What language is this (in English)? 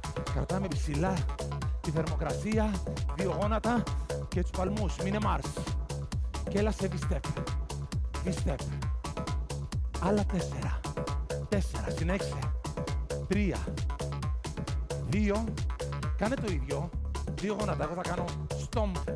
Greek